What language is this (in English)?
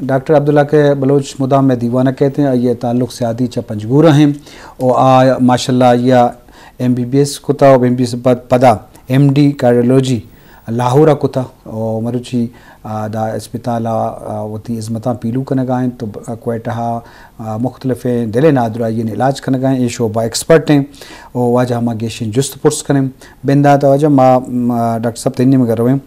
Eastern Balochi